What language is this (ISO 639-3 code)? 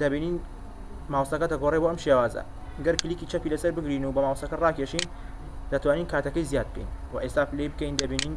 ckb